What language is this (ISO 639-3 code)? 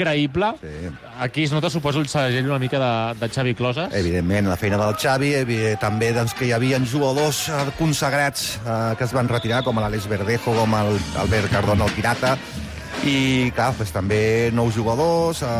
cat